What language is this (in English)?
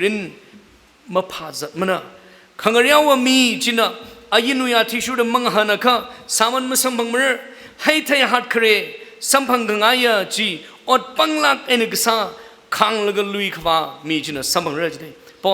Tangkhul Naga (India)